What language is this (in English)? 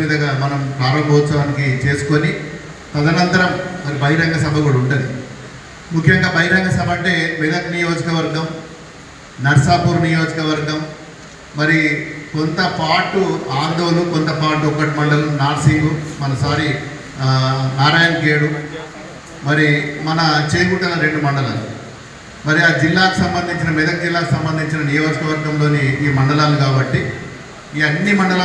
Telugu